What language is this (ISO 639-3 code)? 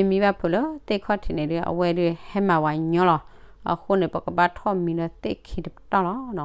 ksw